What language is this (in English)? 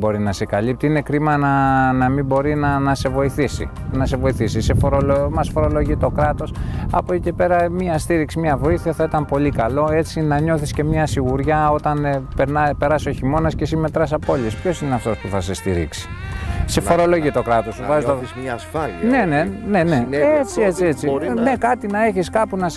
Greek